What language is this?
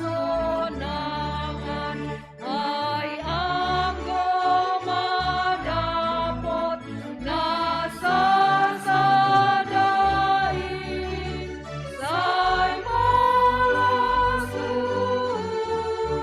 Batak Simalungun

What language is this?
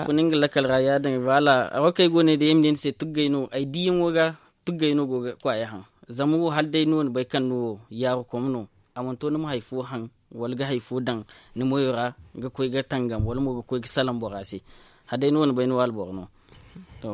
Zarma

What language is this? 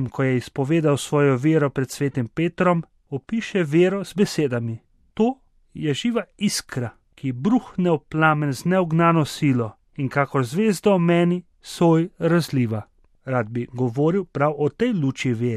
Slovenian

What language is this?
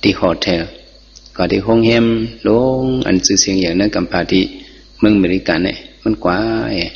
Shan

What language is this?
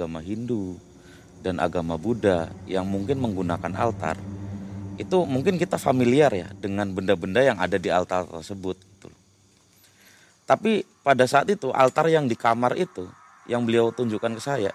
Indonesian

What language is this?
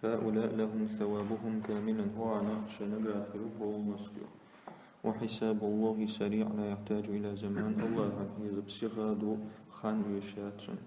Chechen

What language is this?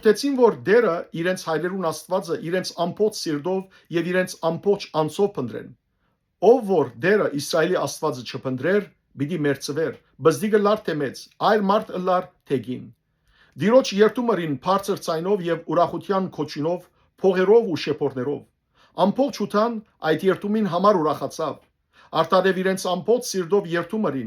Western Armenian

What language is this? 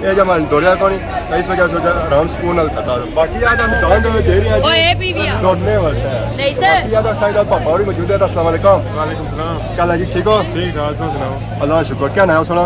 Pahari-Potwari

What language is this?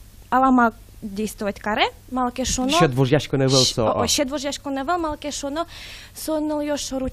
Udmurt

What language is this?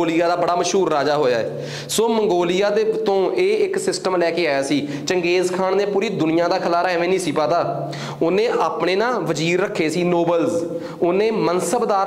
Punjabi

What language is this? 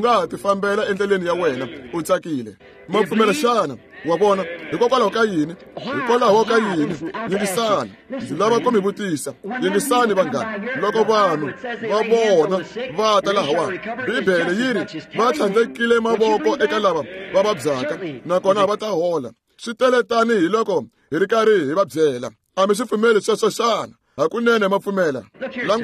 Tsonga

